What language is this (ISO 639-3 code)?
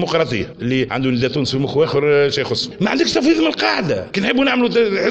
aeb